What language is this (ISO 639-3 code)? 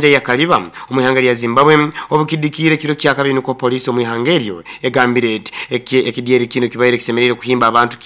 nyo